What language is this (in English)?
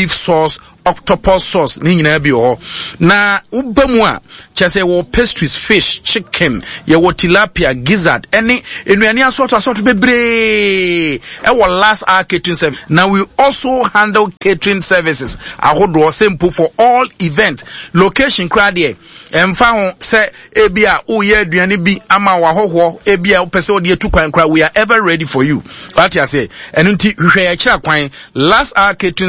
Akan